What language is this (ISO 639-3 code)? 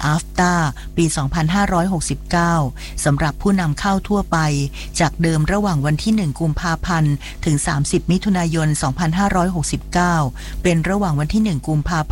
tha